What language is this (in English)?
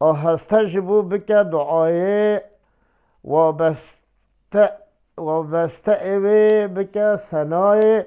Kurdish